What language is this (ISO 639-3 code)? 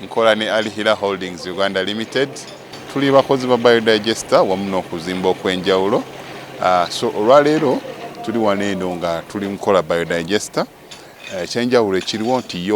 lug